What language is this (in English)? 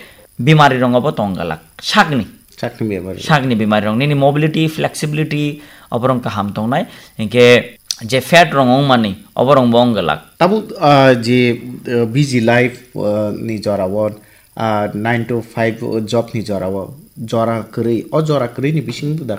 Kok Borok